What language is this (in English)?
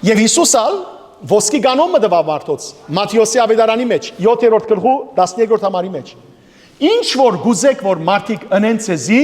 Western Armenian